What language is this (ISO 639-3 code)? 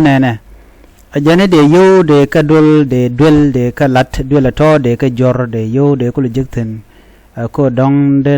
nus